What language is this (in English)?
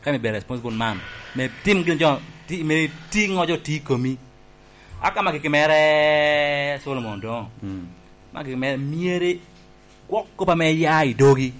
Lango (Uganda)